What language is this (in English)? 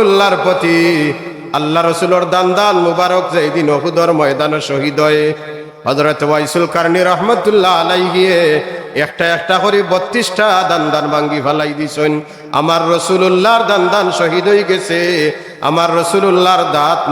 Sylheti